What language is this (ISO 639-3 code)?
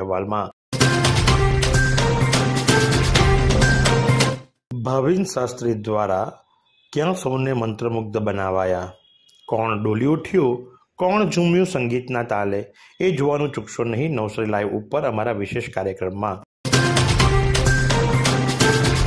guj